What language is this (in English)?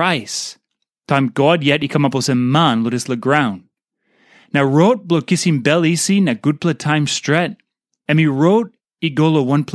Tok Pisin